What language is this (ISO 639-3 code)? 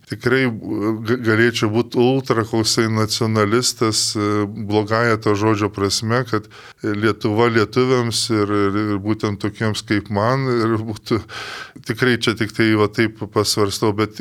lit